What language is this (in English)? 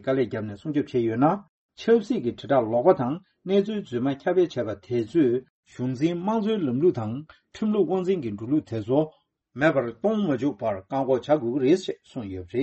Tibetan